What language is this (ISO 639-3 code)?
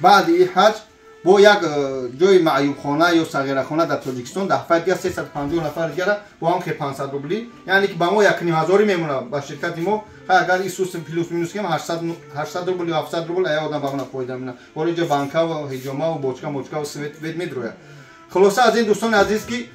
tgk